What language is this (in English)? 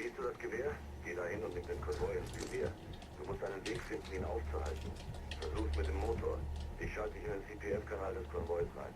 Bavarian